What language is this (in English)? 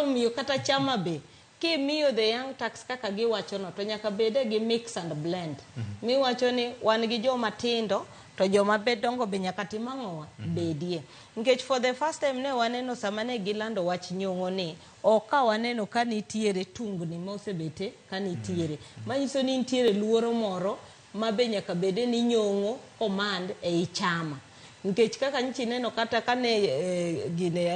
Luo (Kenya and Tanzania)